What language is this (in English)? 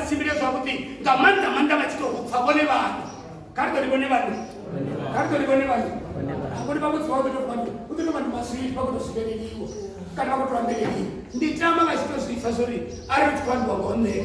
Venda